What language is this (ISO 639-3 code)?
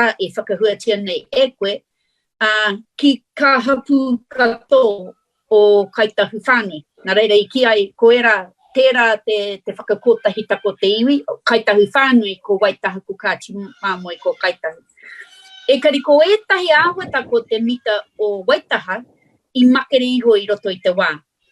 mri